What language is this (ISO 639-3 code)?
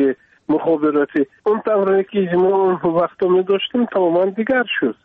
fas